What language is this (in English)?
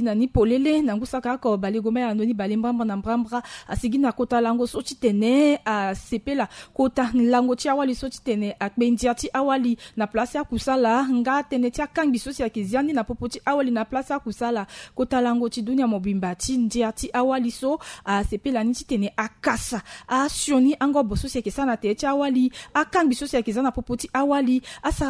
Sango